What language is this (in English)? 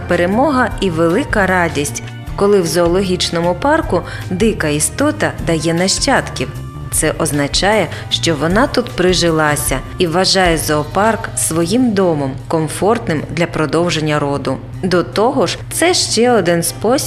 Ukrainian